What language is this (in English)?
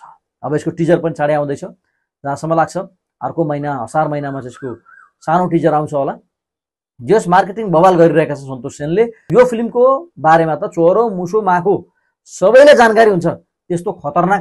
Nepali